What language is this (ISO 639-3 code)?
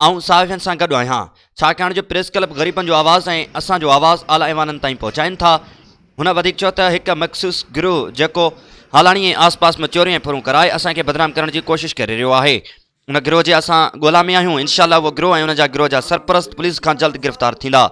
snd